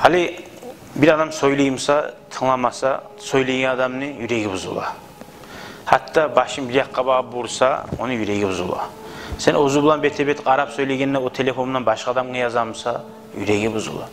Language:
Kumyk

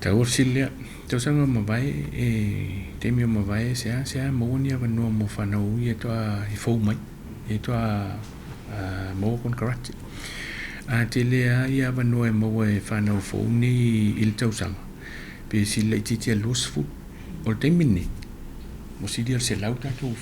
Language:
Samoan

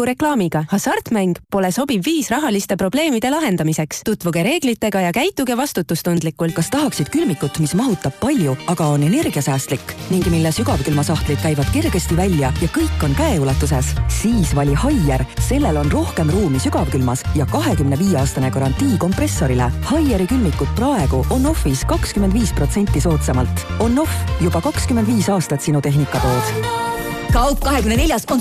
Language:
Estonian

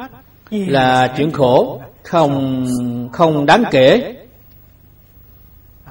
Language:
Vietnamese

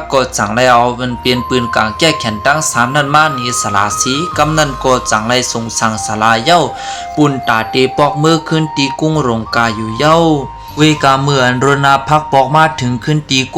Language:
Shan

